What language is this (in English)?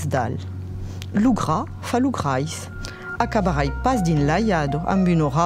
Occitan